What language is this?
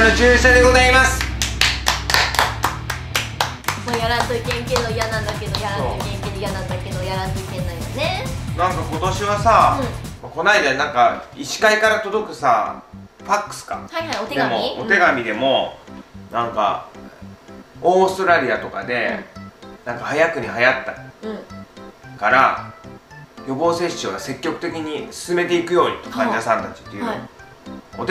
Japanese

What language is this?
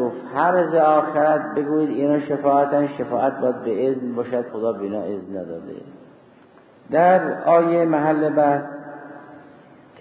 Persian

